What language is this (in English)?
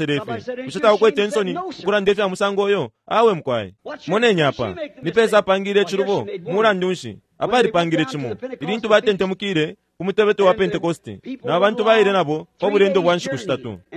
Bemba